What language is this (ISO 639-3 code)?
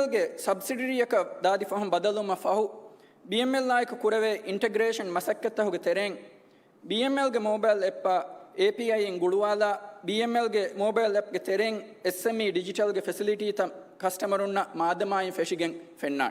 div